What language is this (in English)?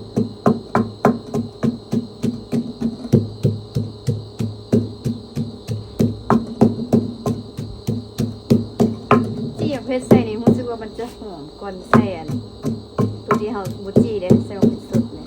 Lao